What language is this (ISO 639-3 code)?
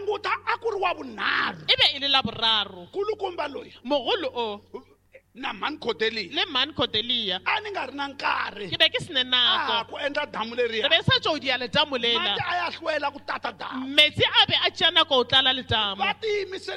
tso